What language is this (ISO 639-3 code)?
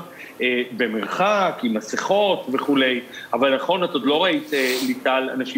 heb